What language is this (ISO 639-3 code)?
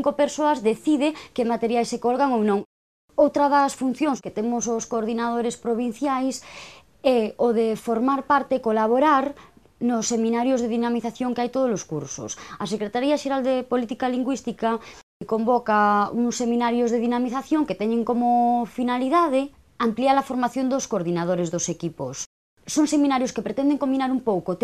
glg